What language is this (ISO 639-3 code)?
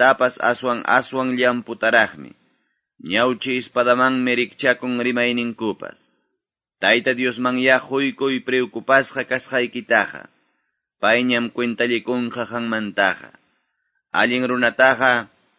que